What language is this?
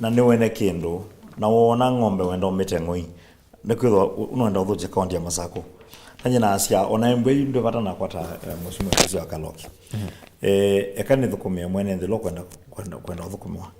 Kamba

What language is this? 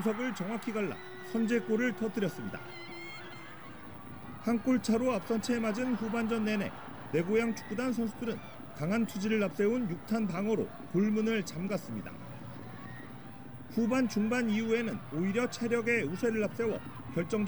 Korean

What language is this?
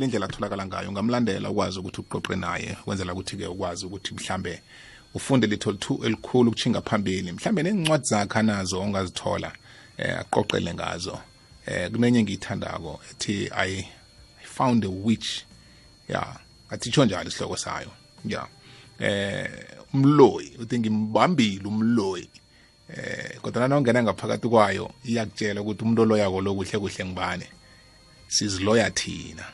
South Ndebele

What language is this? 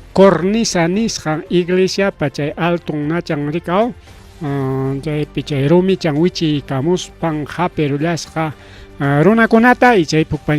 Ayacucho Quechua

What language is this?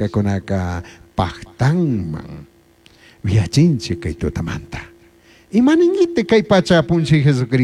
Chimborazo Highland Quichua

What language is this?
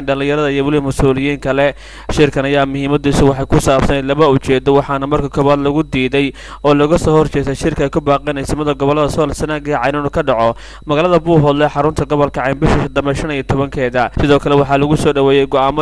Somali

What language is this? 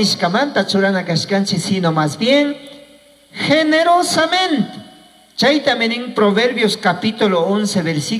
Chimborazo Highland Quichua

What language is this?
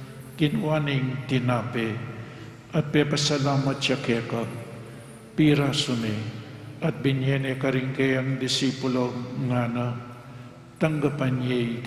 Pampanga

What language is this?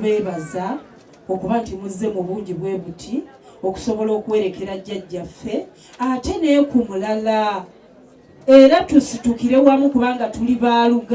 Ganda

